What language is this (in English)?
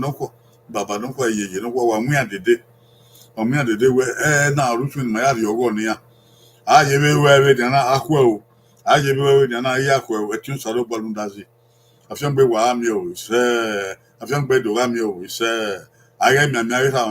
Bini